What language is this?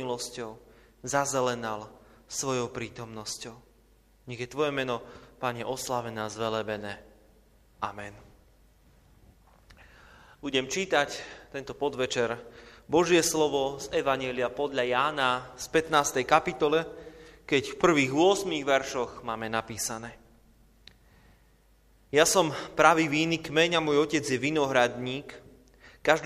Slovak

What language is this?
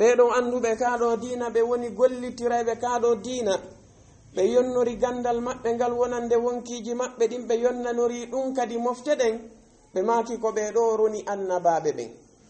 Fula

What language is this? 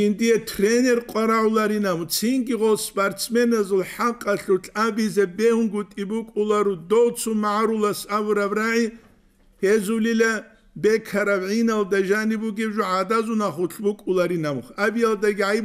Avaric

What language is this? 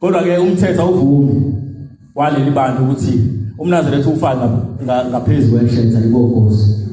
Zulu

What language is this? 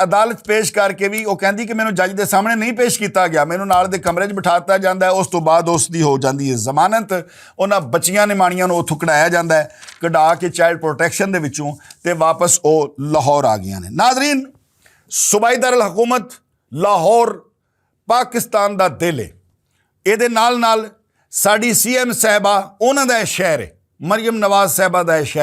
Western Panjabi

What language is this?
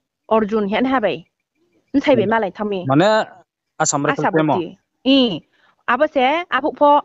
Riang (India)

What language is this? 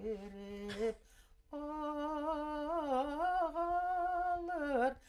Bashkir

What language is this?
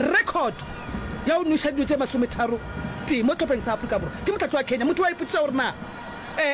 Northern Sotho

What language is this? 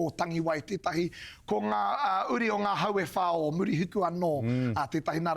Māori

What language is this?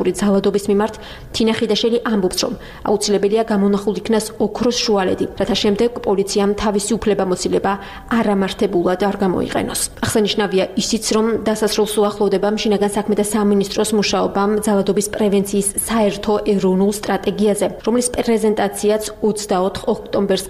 Georgian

